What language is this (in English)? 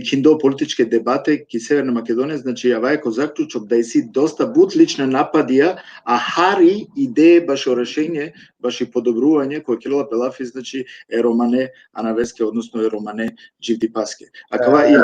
Balkan Romani